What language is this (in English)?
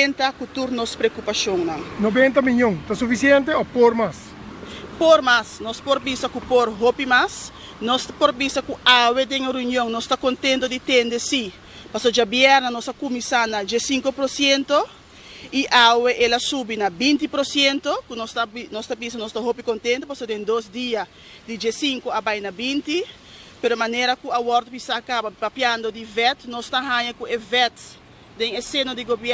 Papiamento